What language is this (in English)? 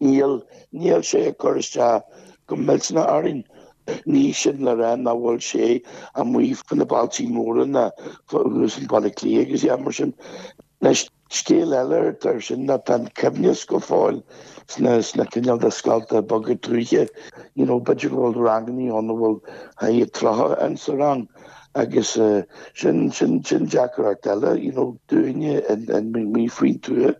Irish